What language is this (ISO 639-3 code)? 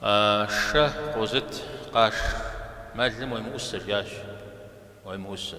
kbd